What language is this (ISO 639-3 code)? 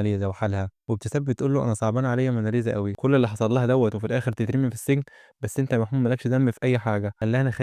arz